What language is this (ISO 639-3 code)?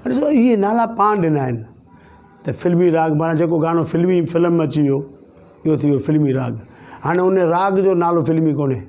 snd